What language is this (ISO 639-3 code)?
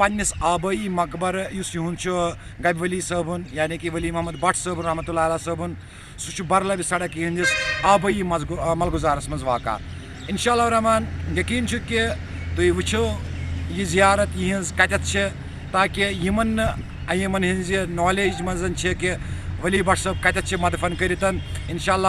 kas